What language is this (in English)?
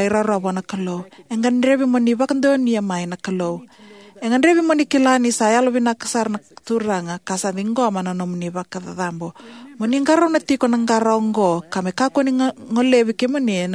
Fijian